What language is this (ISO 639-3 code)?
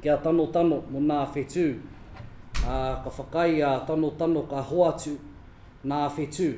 mri